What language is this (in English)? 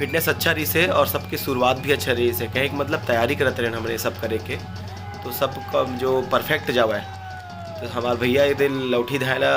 Chhattisgarhi